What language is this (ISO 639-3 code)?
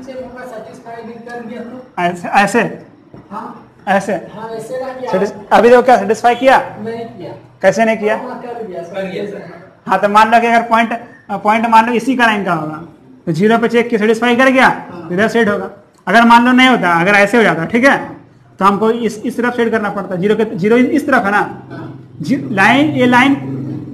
hin